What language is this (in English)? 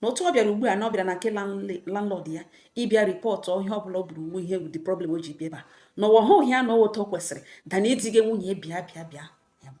Igbo